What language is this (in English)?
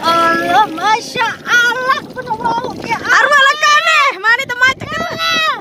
Sasak